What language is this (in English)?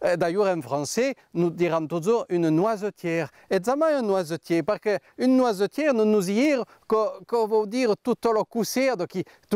Occitan